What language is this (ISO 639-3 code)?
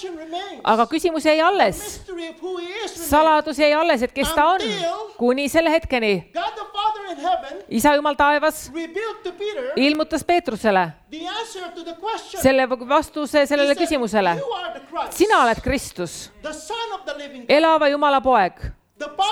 est